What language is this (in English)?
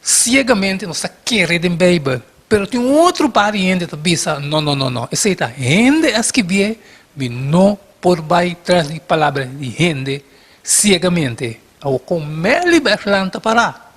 Papiamento